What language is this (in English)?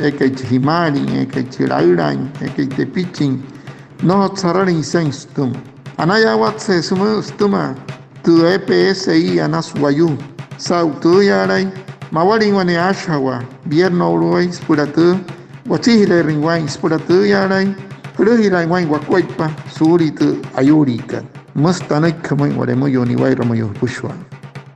Wayuu